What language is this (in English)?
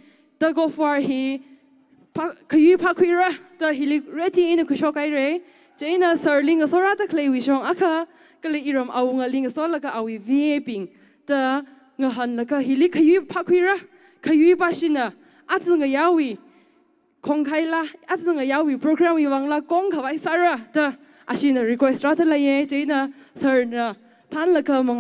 Tangkhul Naga (India)